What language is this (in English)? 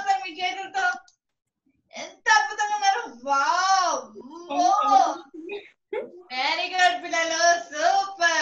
Telugu